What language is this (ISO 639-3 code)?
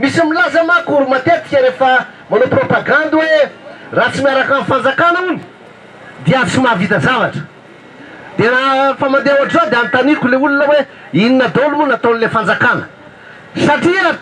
mlg